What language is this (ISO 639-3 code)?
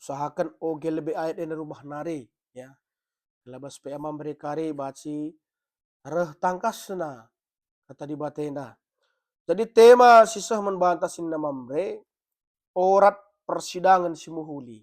btx